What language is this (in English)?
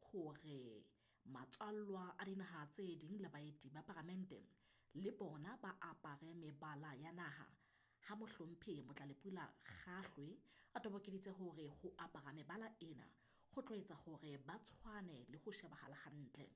Southern Sotho